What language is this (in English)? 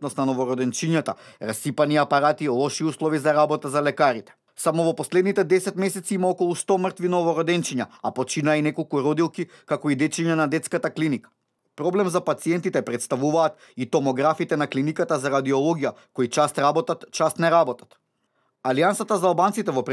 Macedonian